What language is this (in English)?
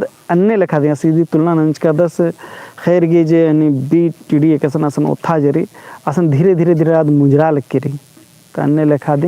Kurukh